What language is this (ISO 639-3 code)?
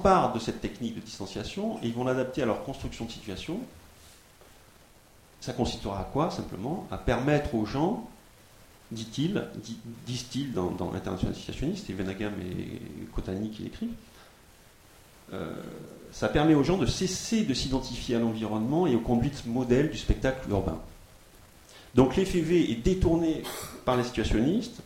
fra